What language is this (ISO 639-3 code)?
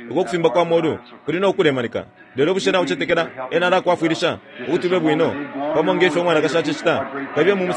bem